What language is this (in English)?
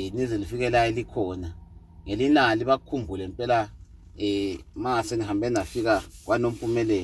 Zulu